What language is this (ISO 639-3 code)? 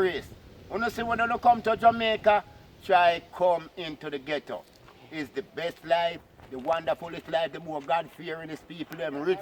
jam